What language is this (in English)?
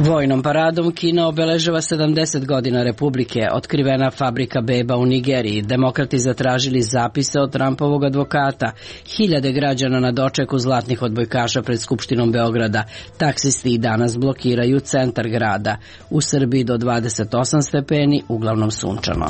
Serbian